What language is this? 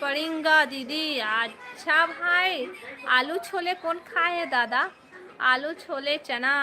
Chhattisgarhi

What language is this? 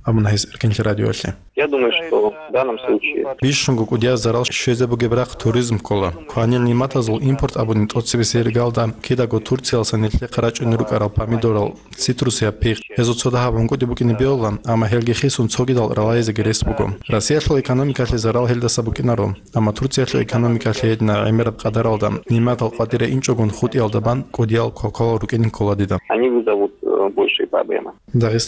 Avaric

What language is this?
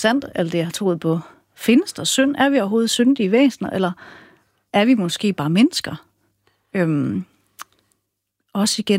Danish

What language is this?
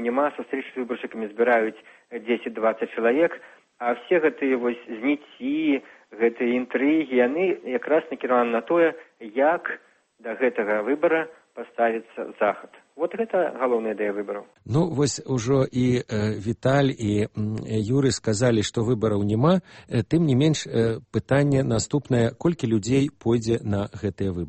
Belarusian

